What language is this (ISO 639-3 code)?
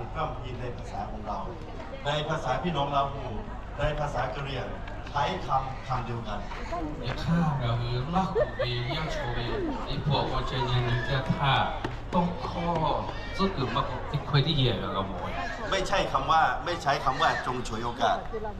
lhu